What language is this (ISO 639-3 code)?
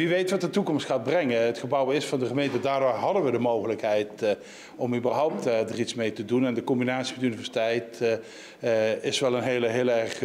nld